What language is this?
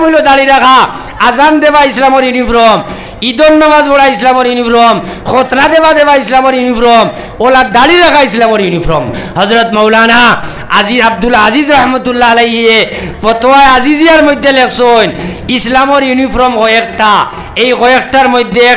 Sylheti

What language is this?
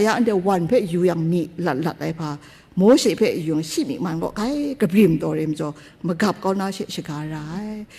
Kachin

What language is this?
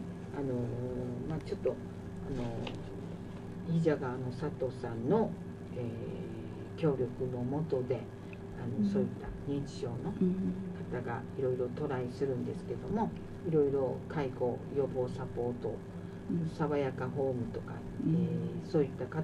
Japanese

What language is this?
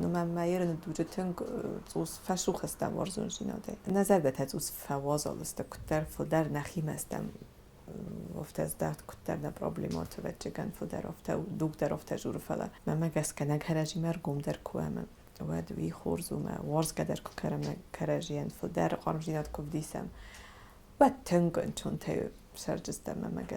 Ossetic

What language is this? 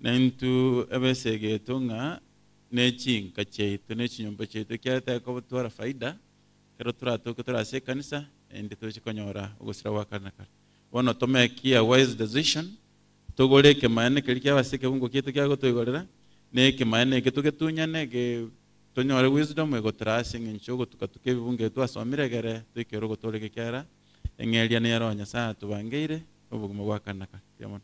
Gusii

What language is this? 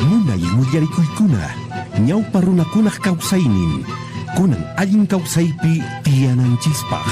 Quechua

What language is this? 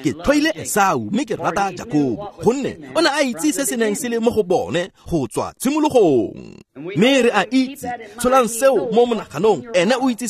Tswana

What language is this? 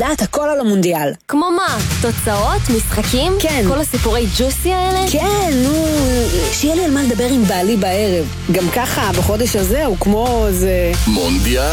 Hebrew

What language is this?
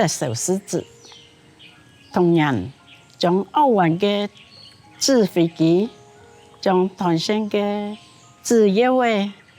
Hakka Chinese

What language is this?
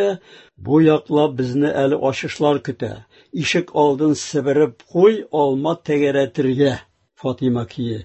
Tatar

